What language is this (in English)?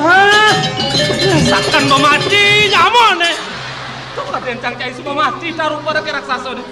Balinese